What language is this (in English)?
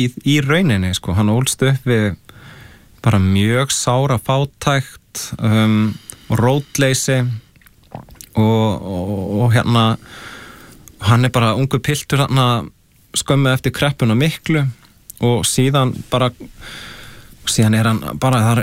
Icelandic